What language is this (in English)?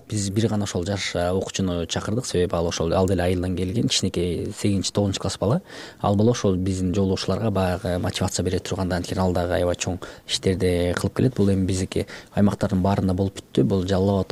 Kyrgyz